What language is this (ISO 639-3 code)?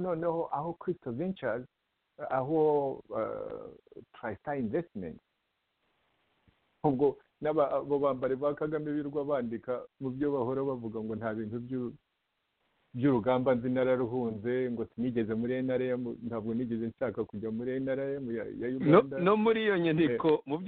kin